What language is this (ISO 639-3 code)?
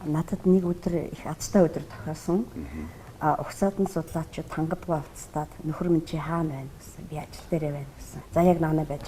mon